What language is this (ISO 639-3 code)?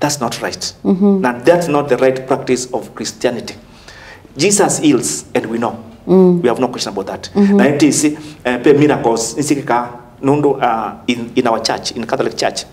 kam